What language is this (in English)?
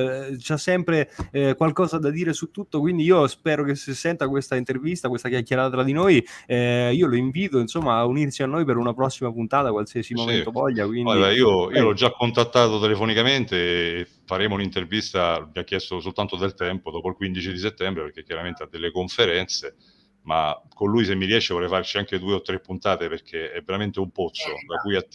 Italian